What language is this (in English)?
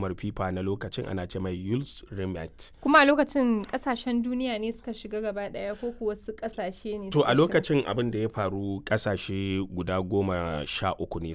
Hausa